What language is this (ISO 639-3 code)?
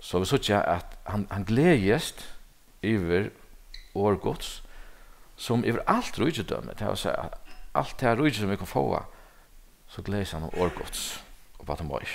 fao